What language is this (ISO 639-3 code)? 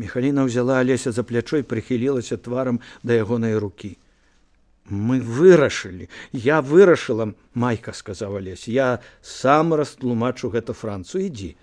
bel